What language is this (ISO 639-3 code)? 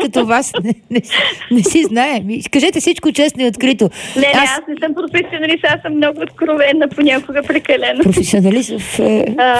bul